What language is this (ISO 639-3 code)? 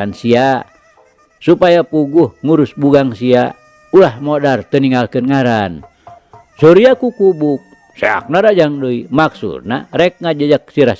sun